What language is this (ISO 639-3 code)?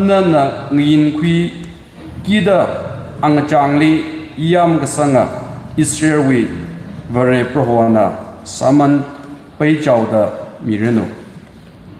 nmf